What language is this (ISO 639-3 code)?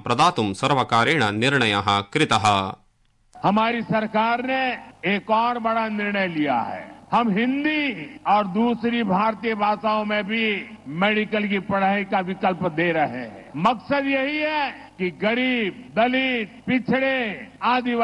san